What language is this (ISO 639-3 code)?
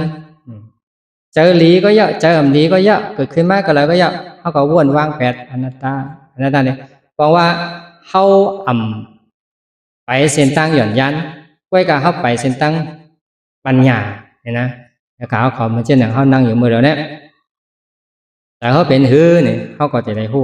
shn